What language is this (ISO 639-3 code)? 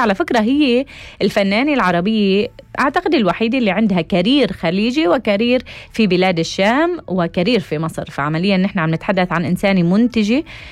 apc